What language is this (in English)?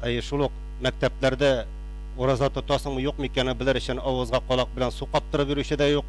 Tatar